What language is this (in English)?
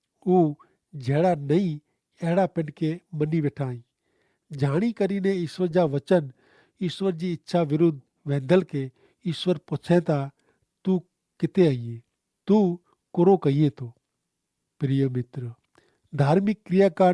Kachhi